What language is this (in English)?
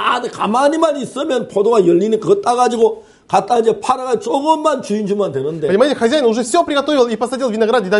Korean